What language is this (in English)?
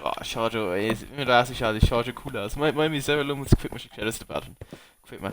Bavarian